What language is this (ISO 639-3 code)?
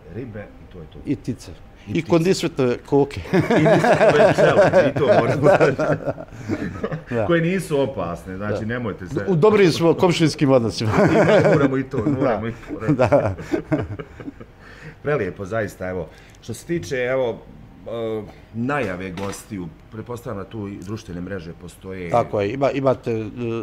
bos